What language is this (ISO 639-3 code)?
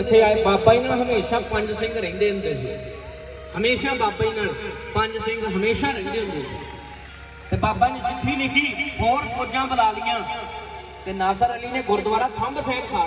pan